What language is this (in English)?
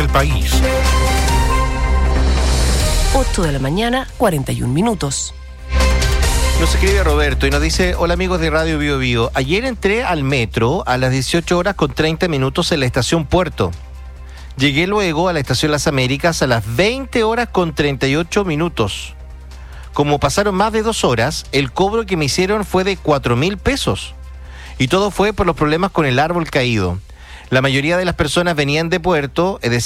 Spanish